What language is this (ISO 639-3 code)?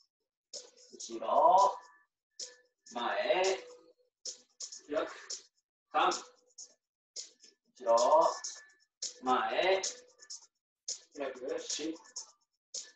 jpn